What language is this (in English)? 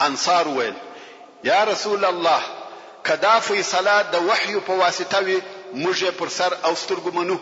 Pashto